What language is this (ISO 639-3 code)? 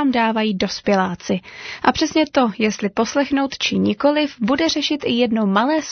ces